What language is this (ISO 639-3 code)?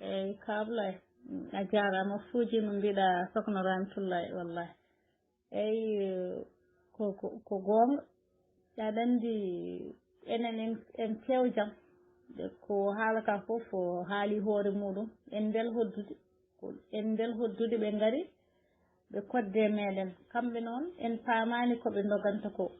ful